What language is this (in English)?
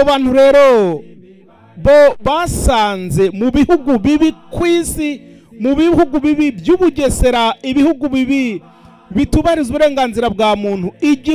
Kinyarwanda